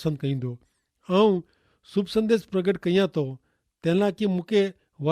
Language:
Kachhi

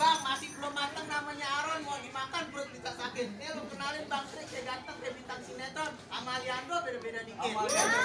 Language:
Betawi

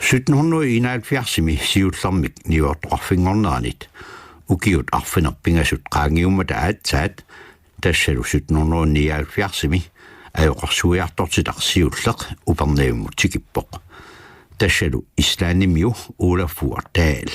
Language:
Kalaallisut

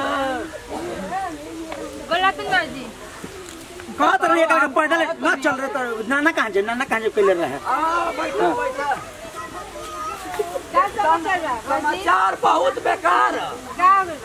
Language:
Bhojpuri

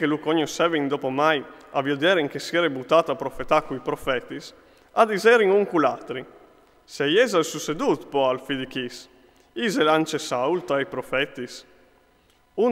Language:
Friulian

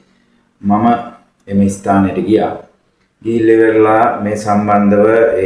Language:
Sinhala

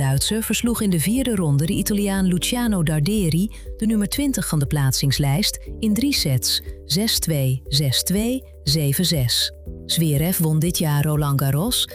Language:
Dutch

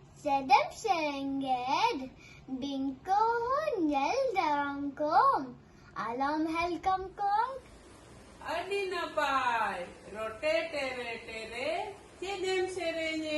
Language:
Santali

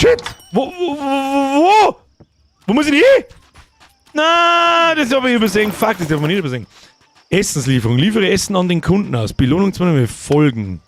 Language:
Bavarian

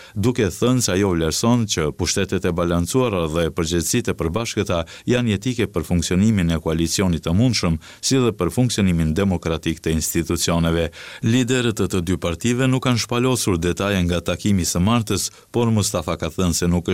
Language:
Albanian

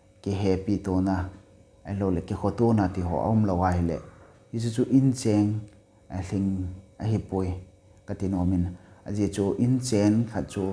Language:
Thado Chin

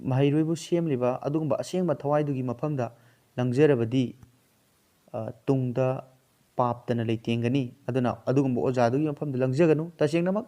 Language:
Manipuri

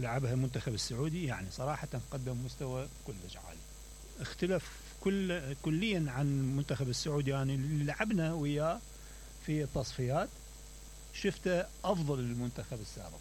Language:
Mesopotamian Arabic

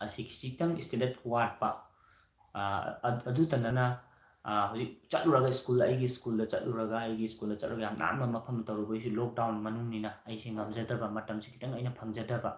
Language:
Manipuri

